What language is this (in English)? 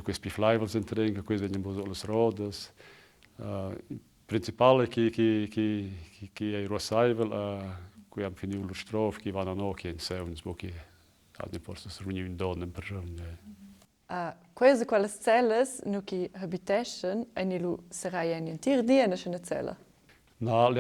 Romansh